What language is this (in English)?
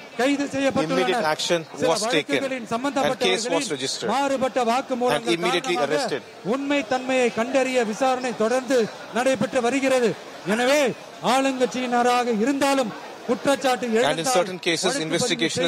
Tamil